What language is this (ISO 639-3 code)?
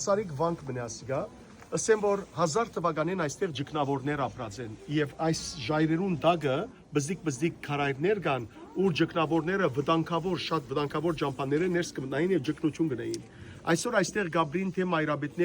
hyw